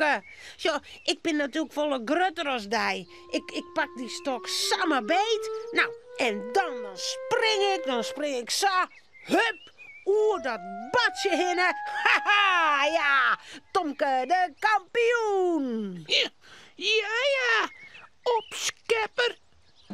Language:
Western Frisian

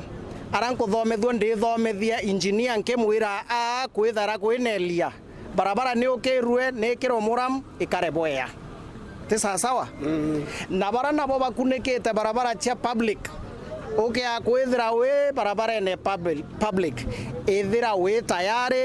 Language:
Meru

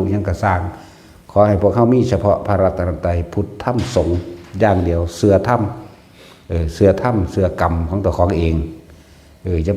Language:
Northeastern Thai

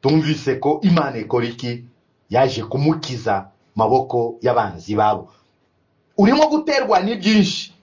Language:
Kinyarwanda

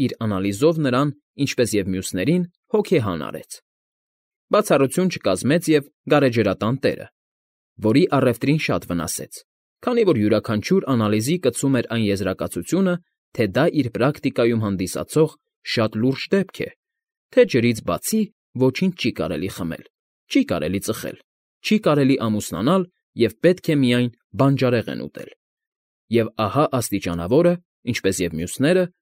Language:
Armenian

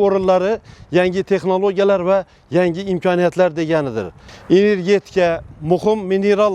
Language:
Uzbek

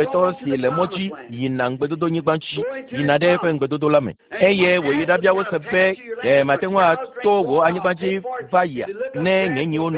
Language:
Ewe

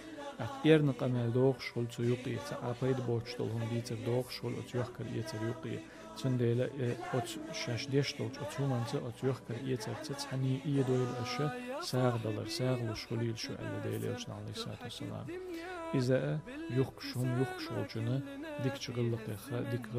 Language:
Chechen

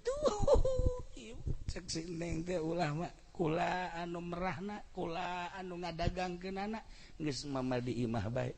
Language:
Sundanese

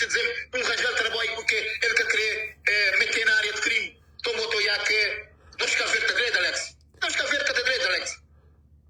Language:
Kabuverdianu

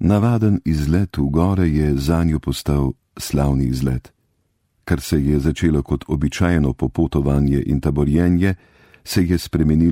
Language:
Slovenian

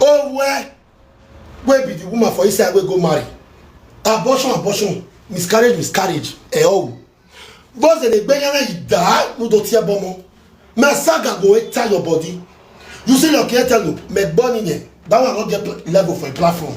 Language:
Nigerian Pidgin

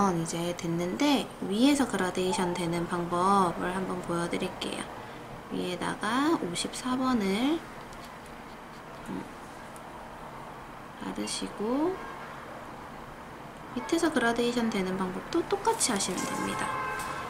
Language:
Korean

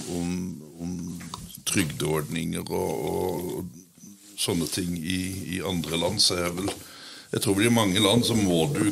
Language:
Norwegian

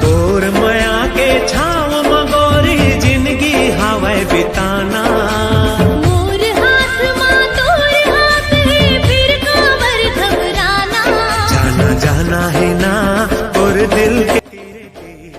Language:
Chhattisgarhi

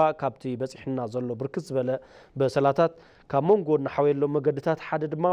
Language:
Tigrinya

